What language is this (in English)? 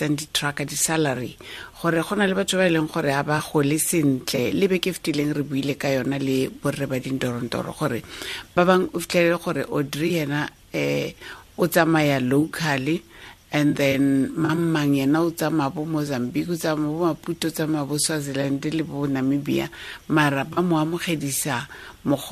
Tswana